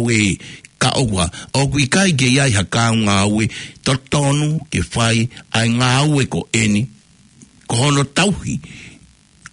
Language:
Tongan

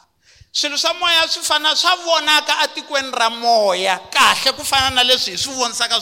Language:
Tsonga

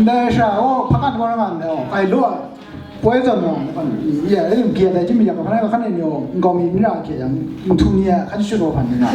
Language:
Kachin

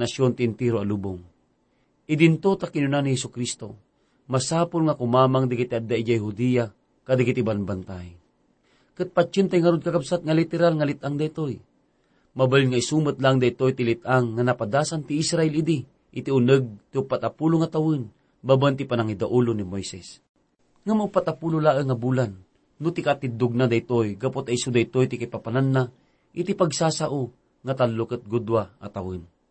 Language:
Iloko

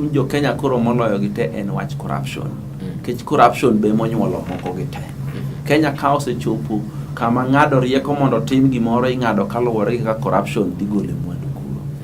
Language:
Luo (Kenya and Tanzania)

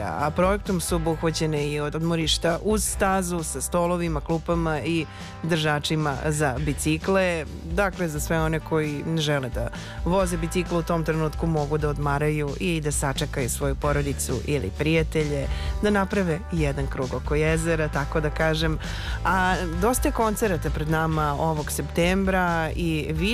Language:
Serbian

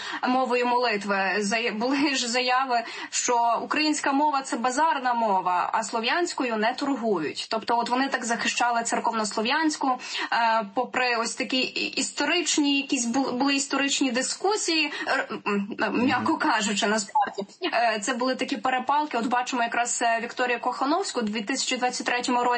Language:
Ukrainian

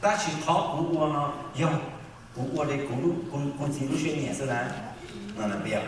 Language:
Hmong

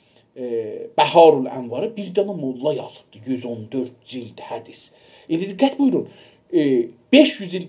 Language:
South Azerbaijani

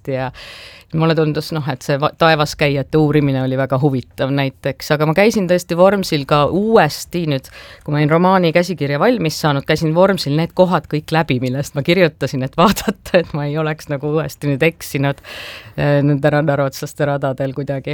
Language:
Estonian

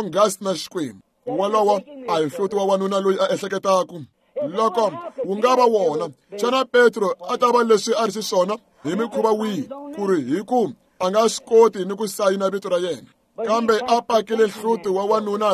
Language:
Tsonga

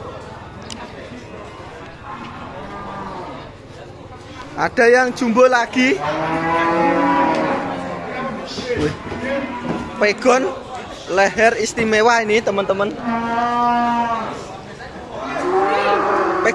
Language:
Indonesian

